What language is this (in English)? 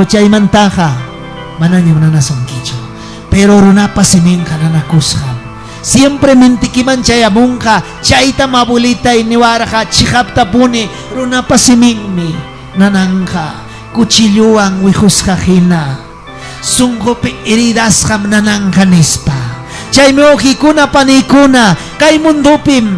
Ayacucho Quechua